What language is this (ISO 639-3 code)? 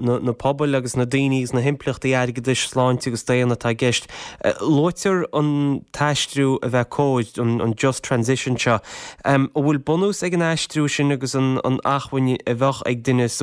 gle